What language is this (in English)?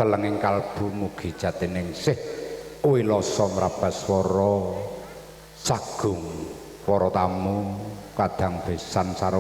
Javanese